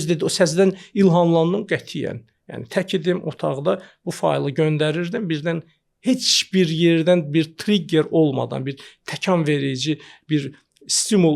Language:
Azerbaijani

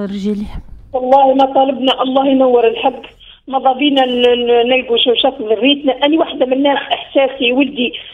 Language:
Tunisian Arabic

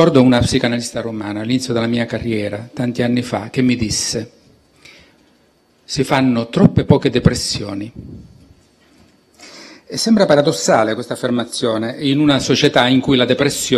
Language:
Italian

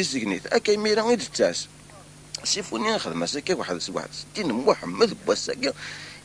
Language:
Kabyle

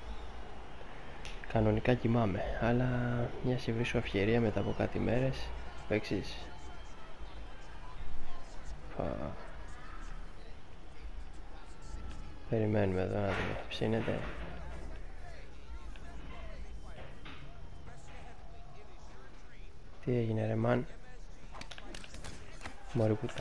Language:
Greek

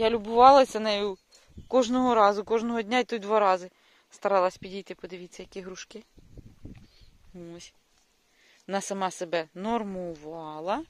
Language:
Ukrainian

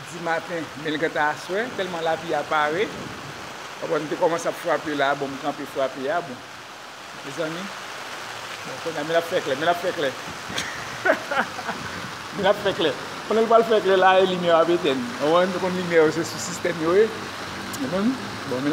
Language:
Haitian Creole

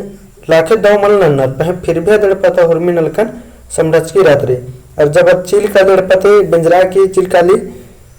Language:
Kurukh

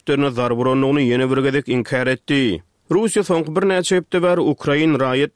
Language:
Turkmen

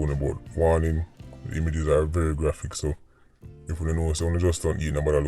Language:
Jamaican Creole English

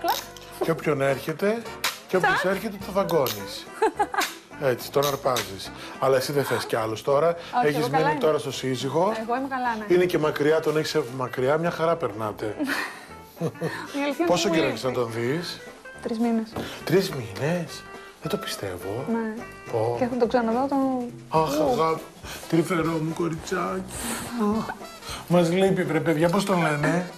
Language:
Greek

